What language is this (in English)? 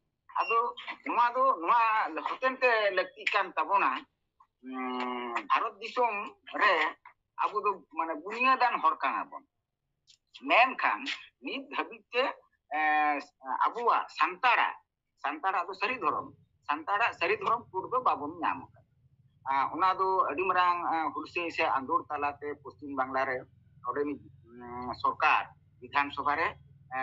Santali